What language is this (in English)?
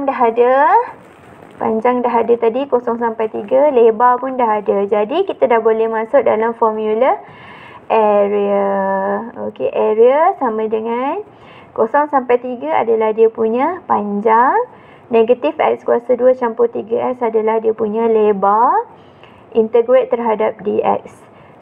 Malay